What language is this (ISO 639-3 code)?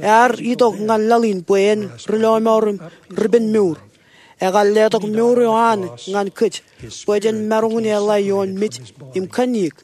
mah